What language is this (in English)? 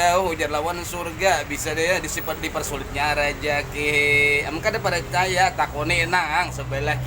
Banjar